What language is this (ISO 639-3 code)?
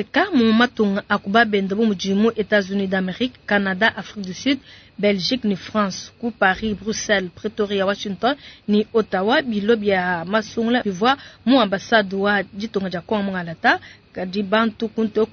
lua